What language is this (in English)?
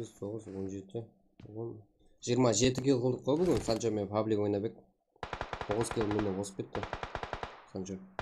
Kara-Kalpak